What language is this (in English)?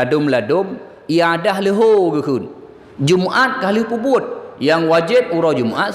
Achinese